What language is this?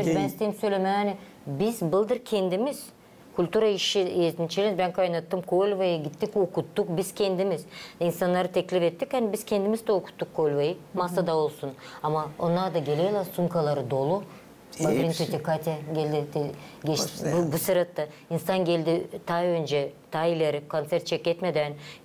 Gagauz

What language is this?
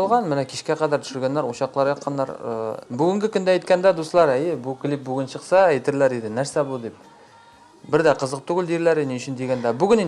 Tatar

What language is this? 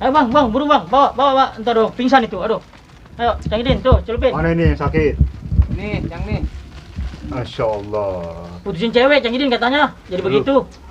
Betawi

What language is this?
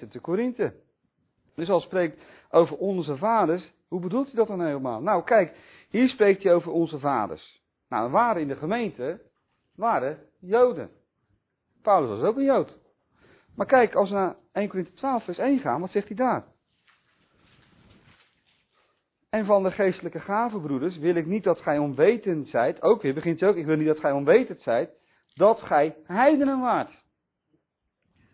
Dutch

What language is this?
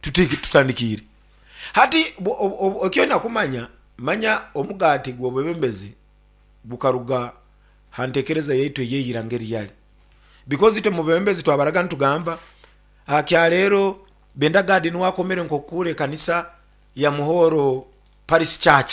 Nyankole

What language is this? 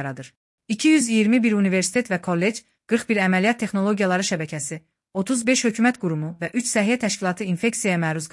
Azerbaijani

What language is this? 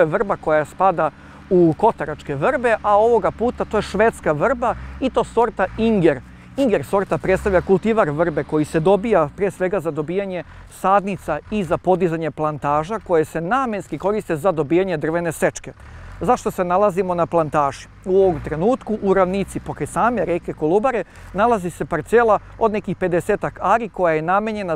Serbian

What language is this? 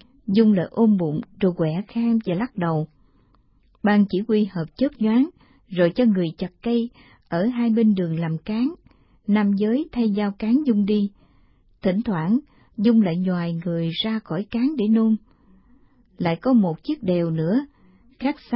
Vietnamese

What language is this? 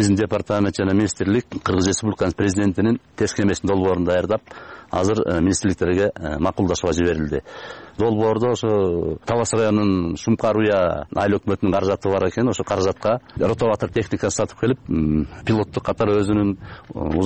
Kyrgyz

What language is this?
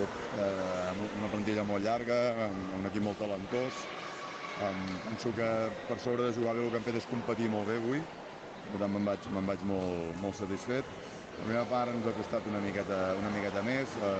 Catalan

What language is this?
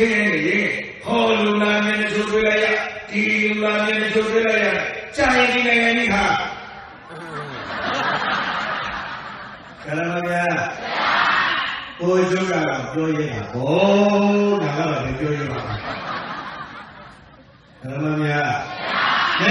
Burmese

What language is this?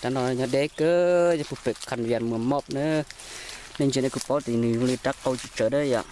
Hmong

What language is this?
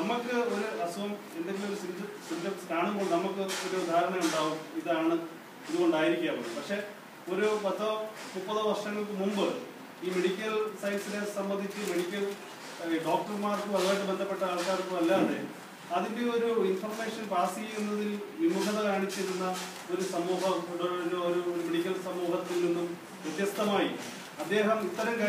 Malayalam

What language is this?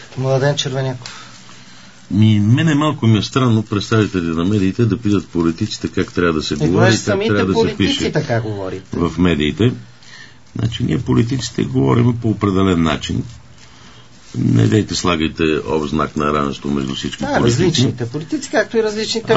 Bulgarian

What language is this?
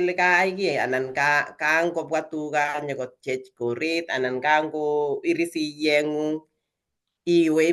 Kalenjin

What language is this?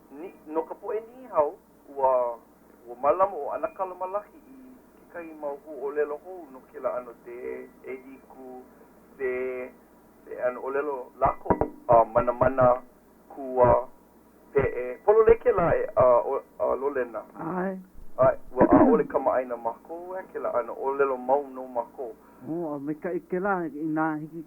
Hawaiian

